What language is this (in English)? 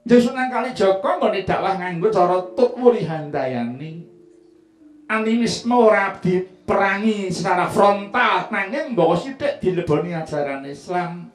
Javanese